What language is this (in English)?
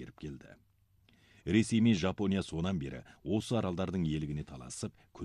Kazakh